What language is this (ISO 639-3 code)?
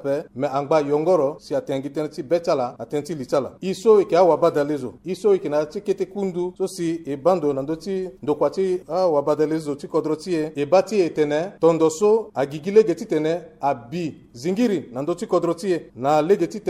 sag